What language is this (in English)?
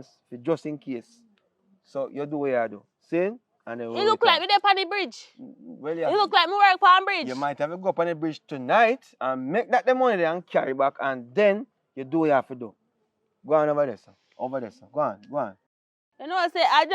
Jamaican Creole English